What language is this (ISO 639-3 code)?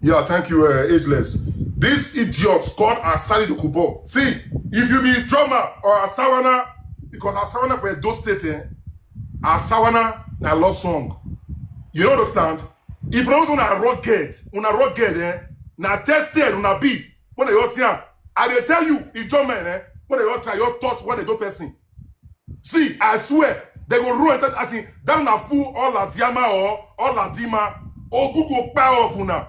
pcm